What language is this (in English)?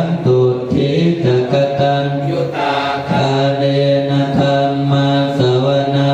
Pali